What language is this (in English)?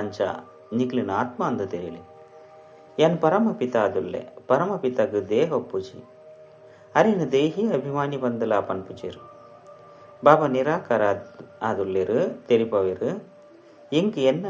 Tulu